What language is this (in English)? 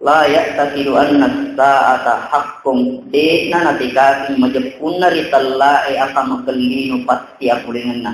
Buginese